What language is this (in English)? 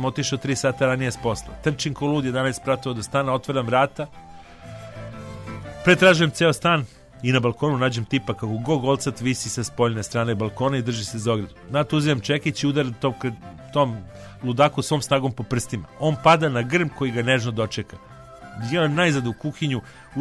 Serbian